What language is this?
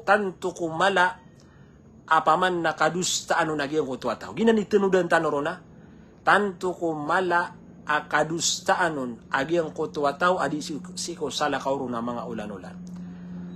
Maranao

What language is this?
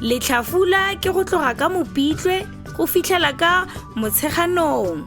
Tswana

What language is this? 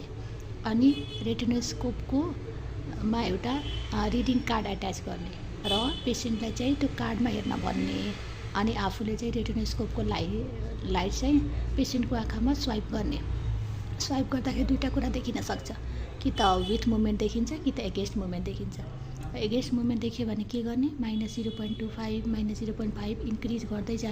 Nepali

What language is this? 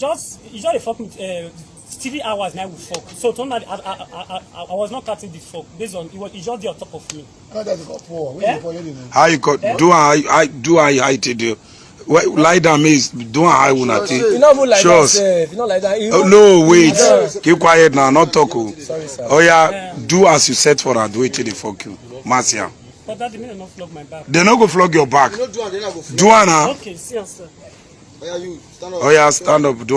Nigerian Pidgin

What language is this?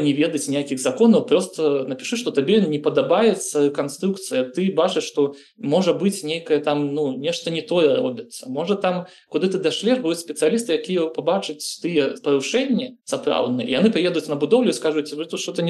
Belarusian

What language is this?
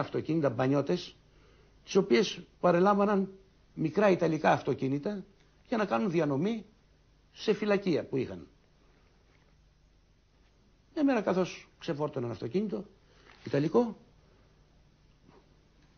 Greek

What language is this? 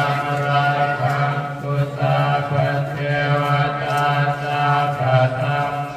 Pali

